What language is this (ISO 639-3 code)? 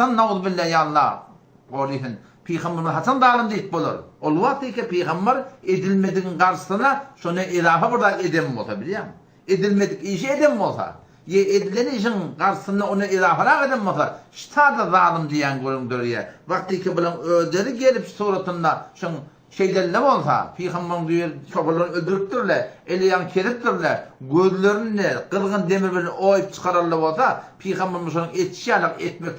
tuk